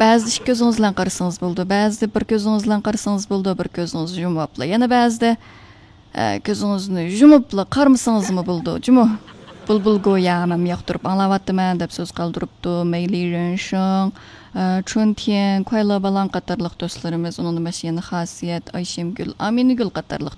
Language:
Uyghur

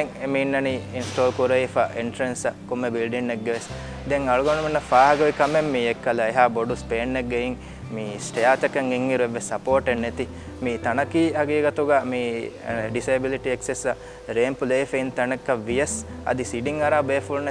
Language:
Divehi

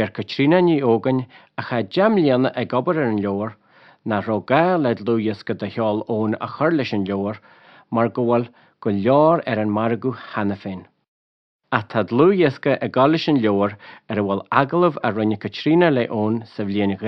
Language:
Irish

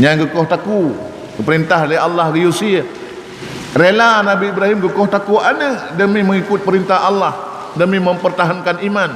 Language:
Achinese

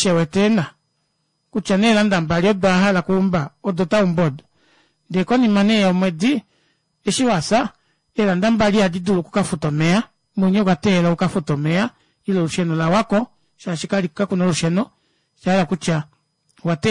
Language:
Kuanyama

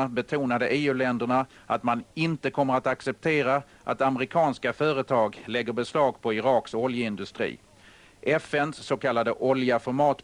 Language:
Swedish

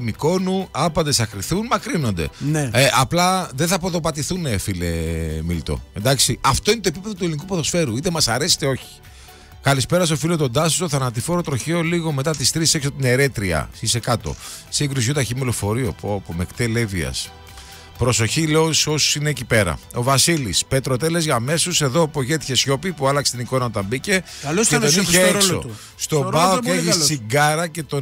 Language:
Greek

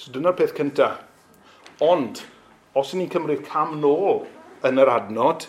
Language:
Welsh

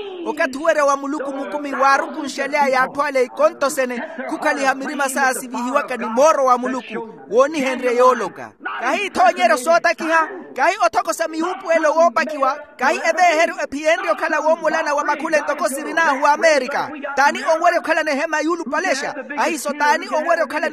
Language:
Makhuwa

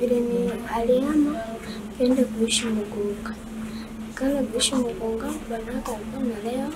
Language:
Gusii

